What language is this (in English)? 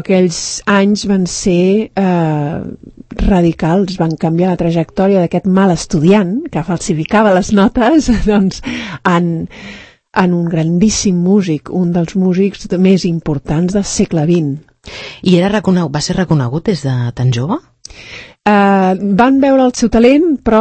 Catalan